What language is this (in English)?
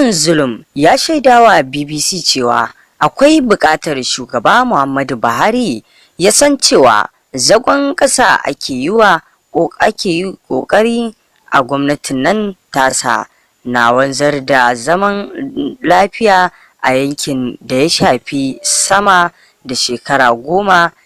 Hausa